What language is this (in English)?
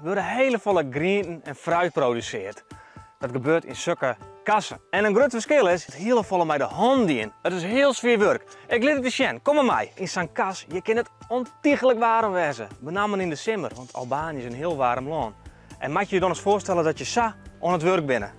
Western Frisian